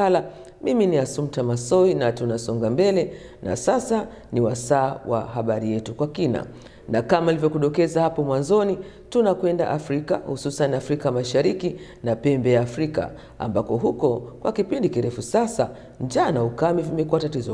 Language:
Swahili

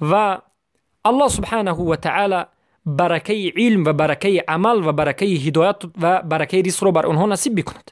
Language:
Persian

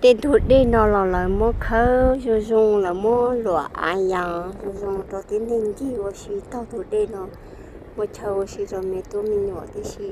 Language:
Hmong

